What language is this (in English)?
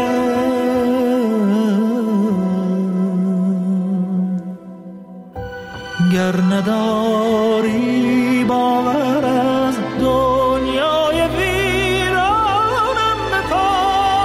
Persian